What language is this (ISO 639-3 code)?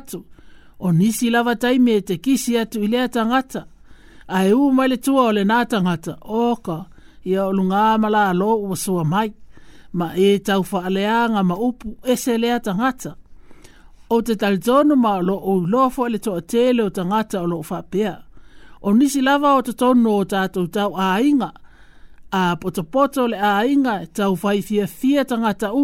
smo